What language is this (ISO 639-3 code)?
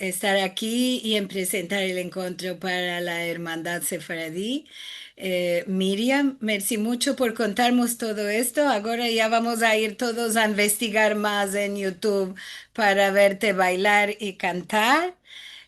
lad